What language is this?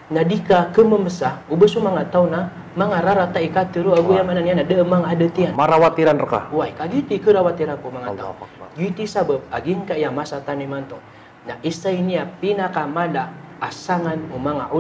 Maranao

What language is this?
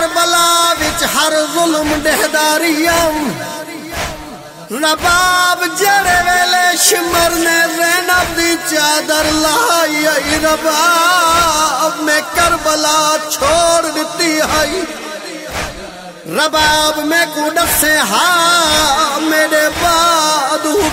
Saraiki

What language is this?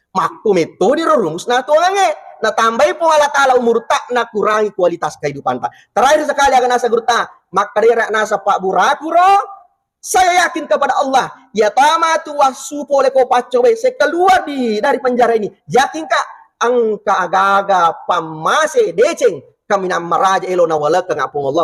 Buginese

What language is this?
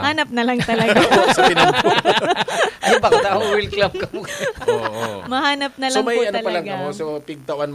Bikol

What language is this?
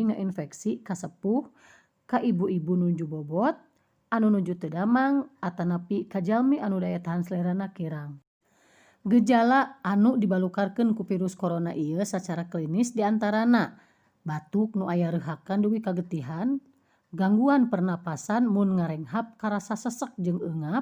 Sundanese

